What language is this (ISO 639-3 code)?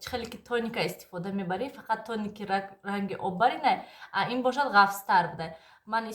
tgk